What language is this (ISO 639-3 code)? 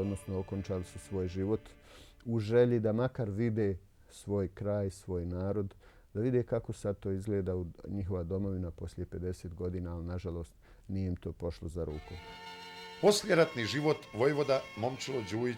bos